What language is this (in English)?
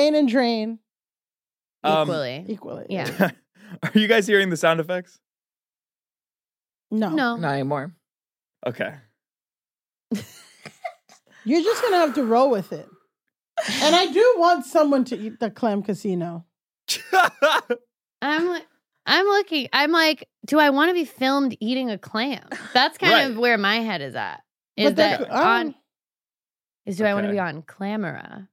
English